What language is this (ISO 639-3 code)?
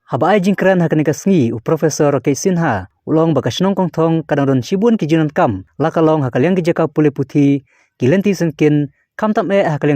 kha